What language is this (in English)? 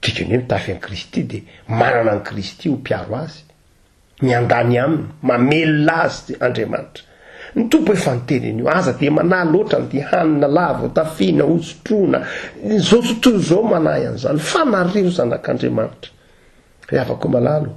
Malagasy